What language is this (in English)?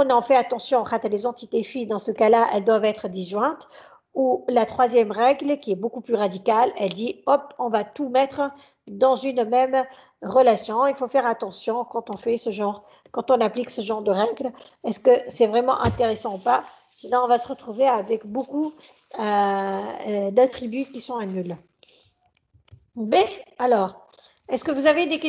French